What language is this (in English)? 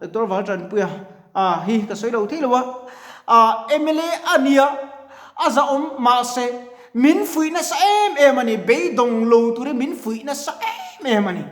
Mizo